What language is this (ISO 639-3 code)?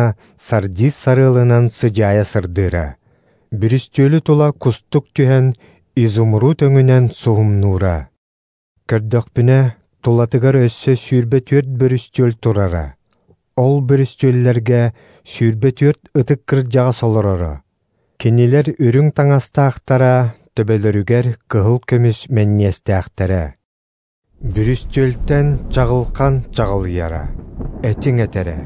sah